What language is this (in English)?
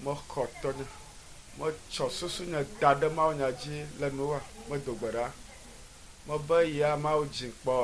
Ewe